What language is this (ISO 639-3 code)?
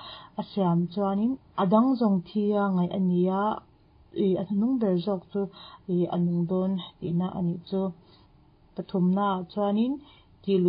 lus